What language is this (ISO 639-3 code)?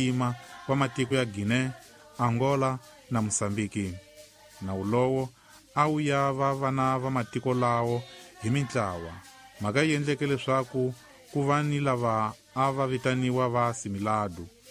tso